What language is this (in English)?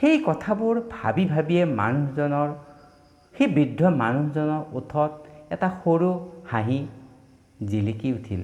Assamese